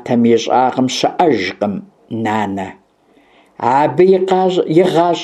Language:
Kabardian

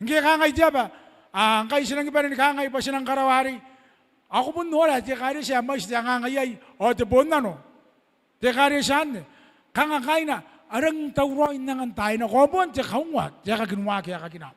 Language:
Gilbertese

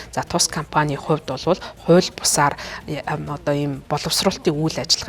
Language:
Mongolian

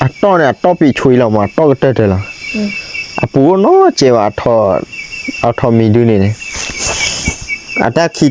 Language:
S'gaw Karen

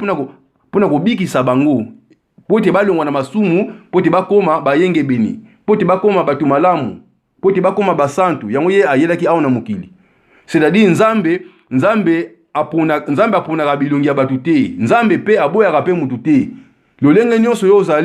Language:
Lingala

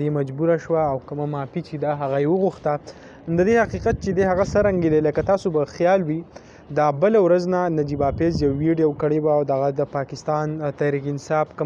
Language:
Pashto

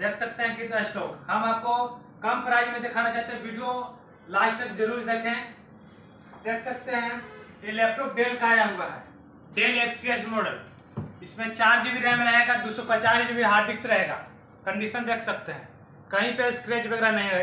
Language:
Hindi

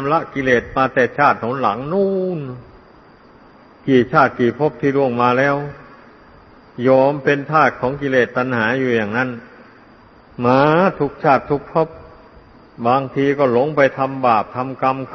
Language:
Thai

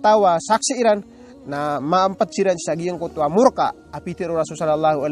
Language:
Maranao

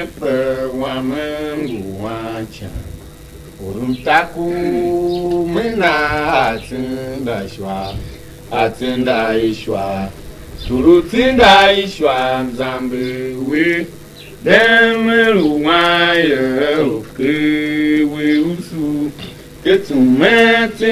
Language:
Tiv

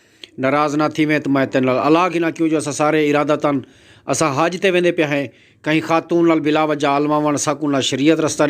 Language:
Saraiki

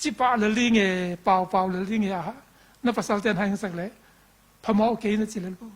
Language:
Tedim Chin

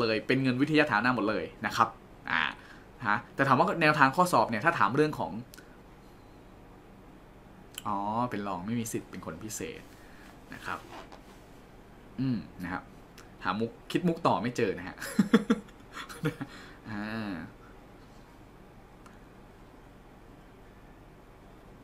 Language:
Thai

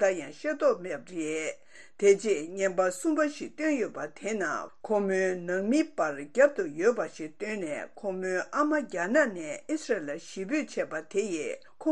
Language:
Tibetan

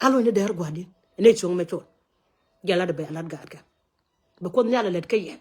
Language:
Nuer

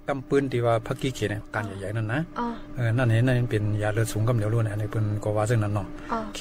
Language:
Shan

